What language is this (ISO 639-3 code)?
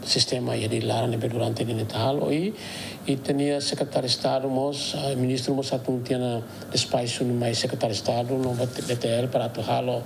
tet